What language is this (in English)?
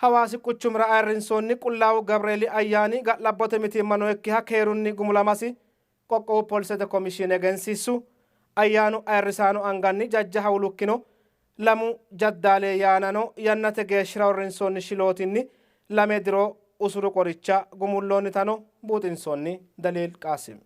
Sidamo